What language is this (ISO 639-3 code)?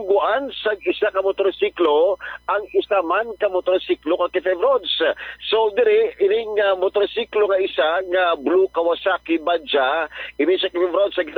hil